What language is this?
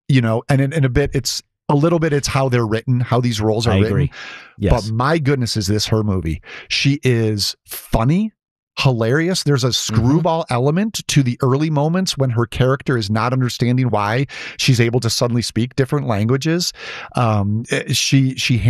English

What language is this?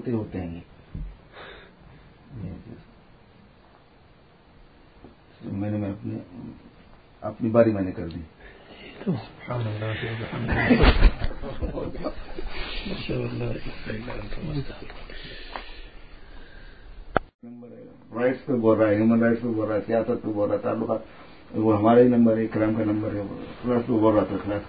Urdu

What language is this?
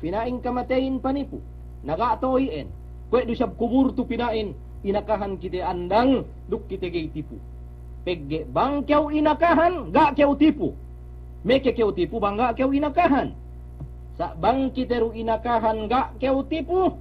Yakan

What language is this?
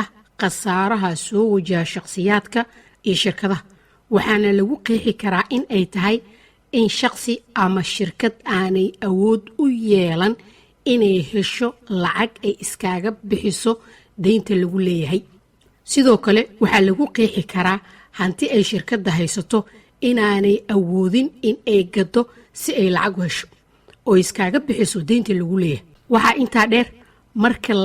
Somali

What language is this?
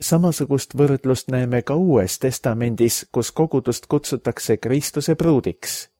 Estonian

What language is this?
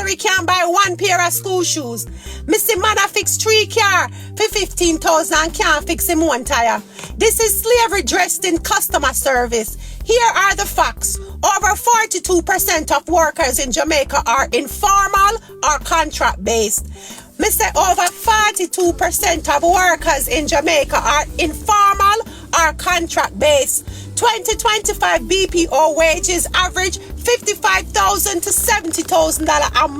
Jamaican Creole English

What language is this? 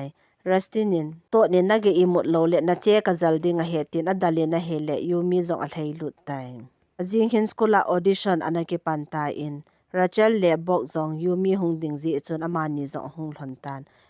Thado Chin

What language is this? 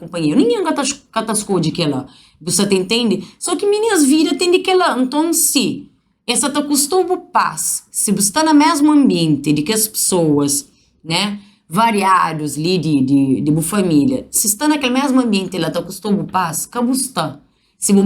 Kabuverdianu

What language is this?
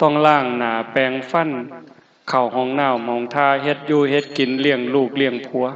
Northeastern Thai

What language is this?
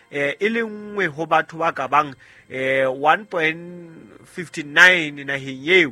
Southern Sotho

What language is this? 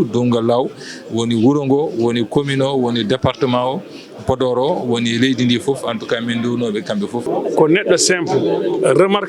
Fula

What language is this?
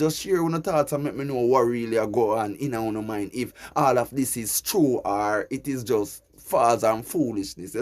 Jamaican Creole English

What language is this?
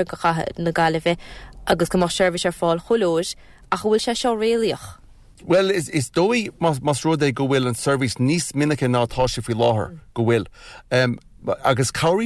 Irish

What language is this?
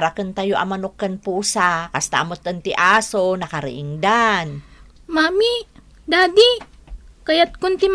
Iloko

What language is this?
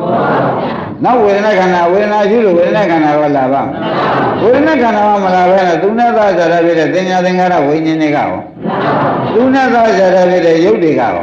Burmese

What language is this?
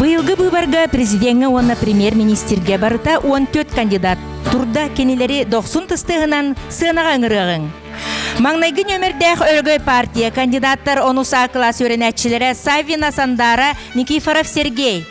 Yakut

